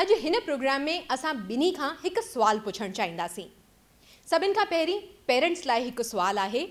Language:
Sindhi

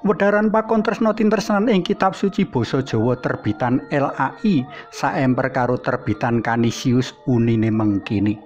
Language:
Javanese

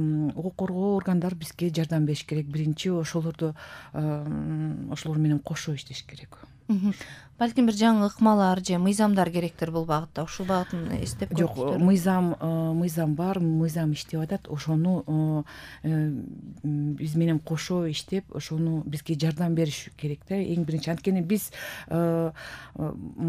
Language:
Kyrgyz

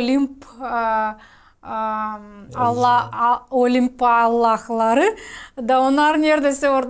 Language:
Gagauz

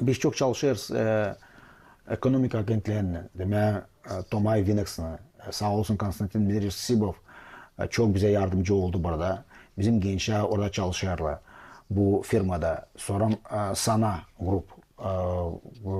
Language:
Gagauz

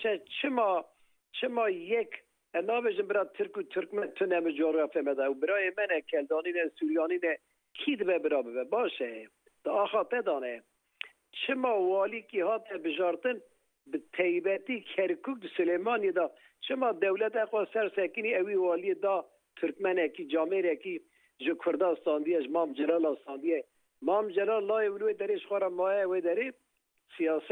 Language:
Kurdish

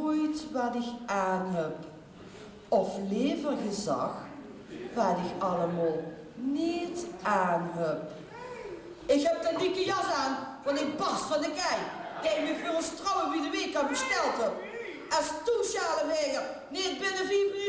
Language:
Limburgish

